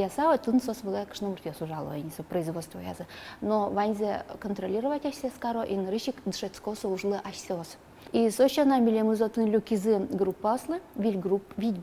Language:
Udmurt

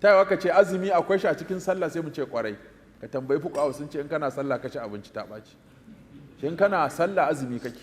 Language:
Hausa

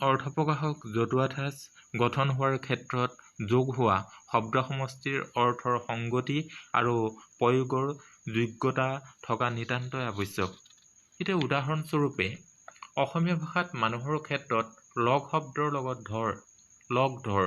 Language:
Assamese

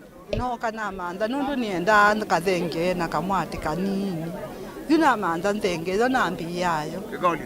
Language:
Kamba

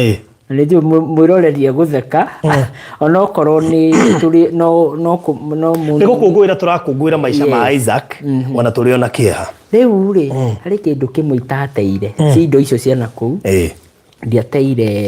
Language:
Kikuyu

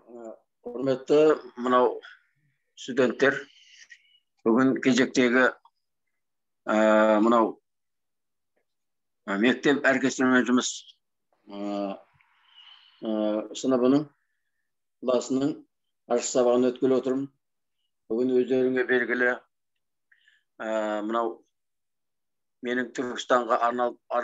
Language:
Kazakh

